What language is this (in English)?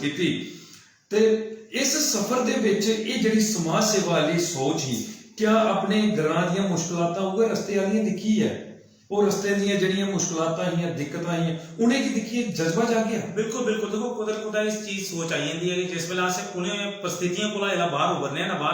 Dogri